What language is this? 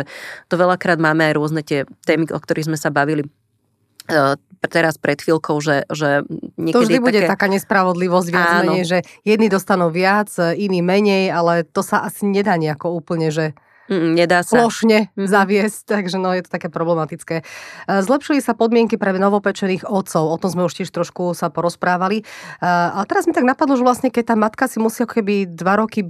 Slovak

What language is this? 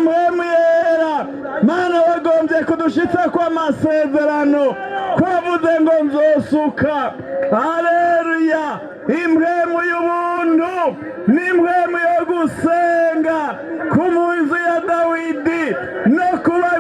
Rundi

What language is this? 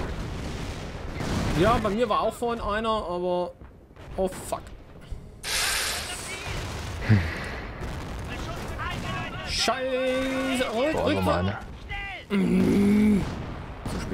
German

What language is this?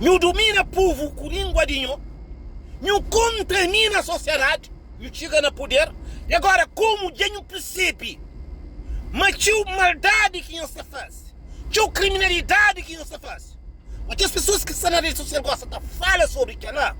Kabuverdianu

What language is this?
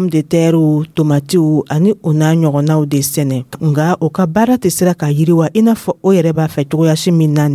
Dyula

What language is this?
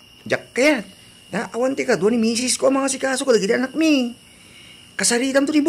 Iloko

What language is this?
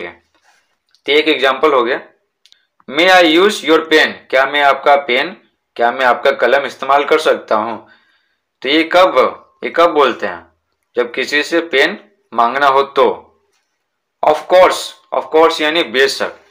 Hindi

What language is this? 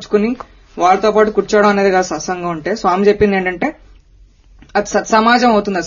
Telugu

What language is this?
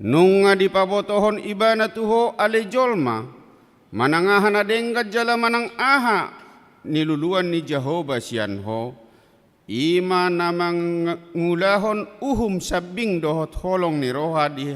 Batak Toba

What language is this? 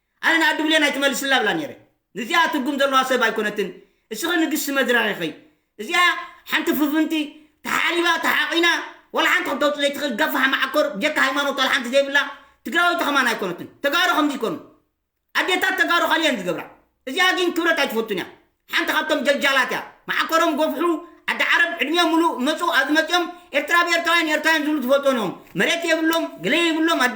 Tigrinya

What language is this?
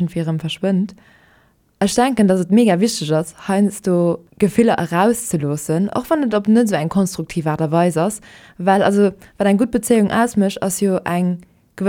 Luxembourgish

